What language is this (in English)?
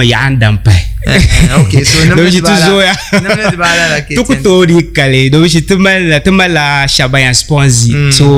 Dagbani